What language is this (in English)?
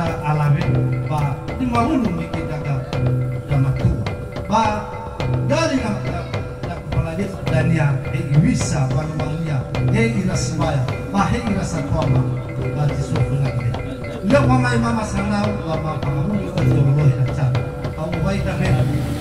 Nias